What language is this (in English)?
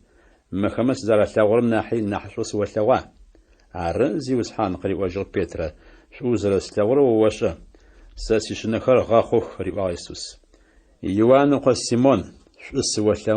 Adyghe